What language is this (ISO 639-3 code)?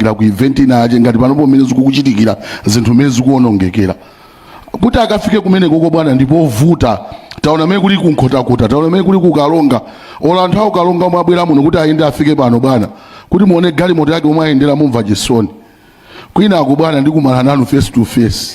nya